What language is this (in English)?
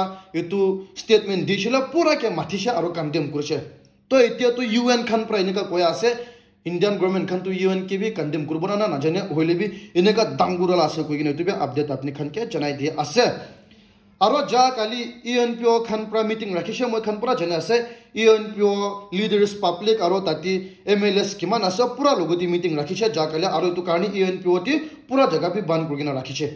Naga Pidgin